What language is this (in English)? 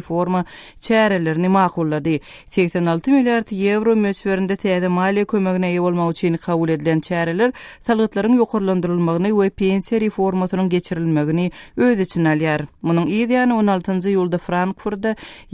Turkmen